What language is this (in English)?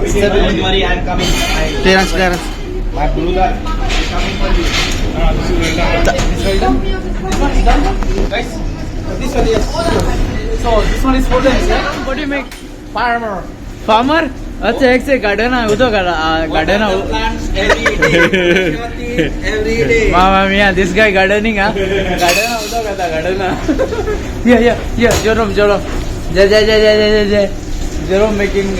Konkani